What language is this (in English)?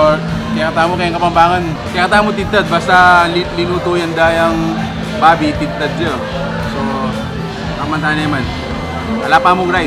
Pampanga